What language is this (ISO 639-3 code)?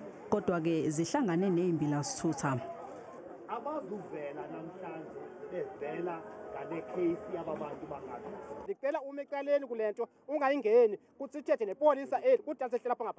zul